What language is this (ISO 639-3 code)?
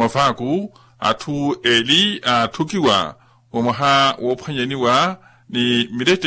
vmw